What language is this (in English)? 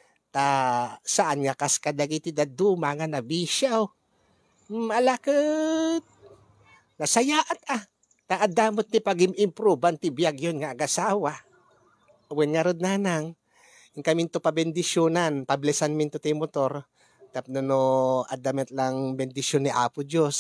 Iloko